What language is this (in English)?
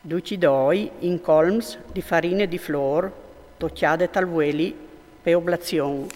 Friulian